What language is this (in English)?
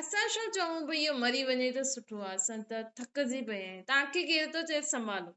Sindhi